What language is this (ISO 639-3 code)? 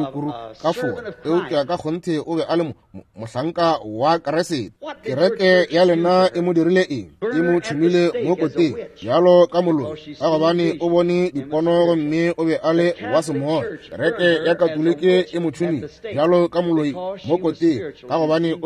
nso